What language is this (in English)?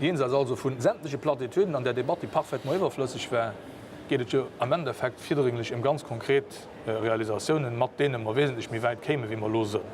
Luxembourgish